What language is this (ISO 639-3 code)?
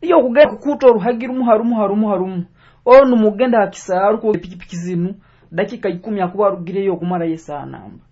nyo